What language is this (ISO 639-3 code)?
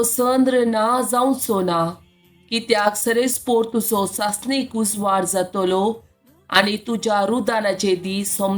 kok